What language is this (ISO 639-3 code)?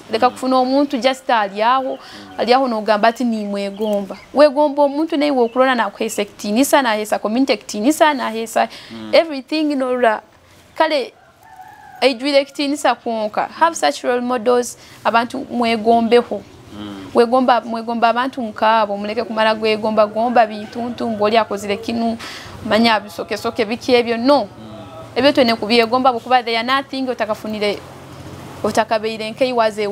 nyo